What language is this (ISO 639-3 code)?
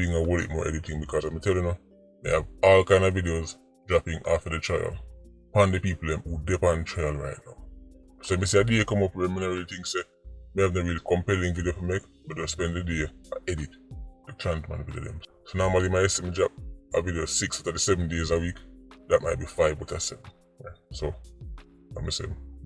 jam